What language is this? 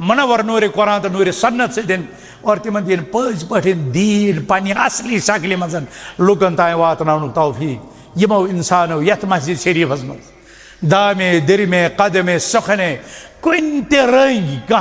Kashmiri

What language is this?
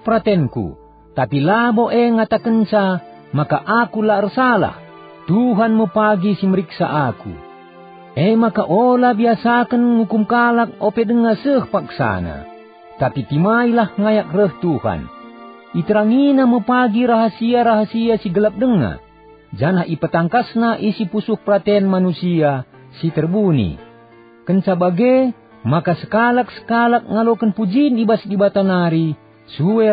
Batak Karo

